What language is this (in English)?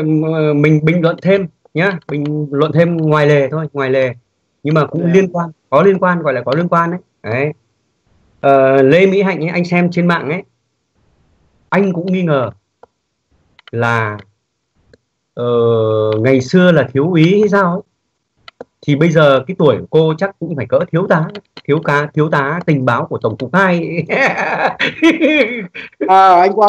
Vietnamese